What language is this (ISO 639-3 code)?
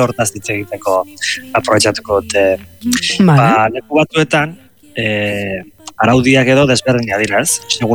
eus